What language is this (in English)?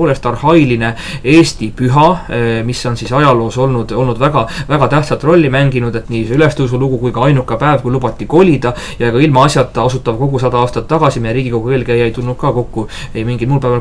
Estonian